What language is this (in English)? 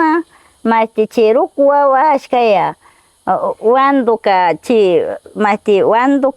Northern Pastaza Quichua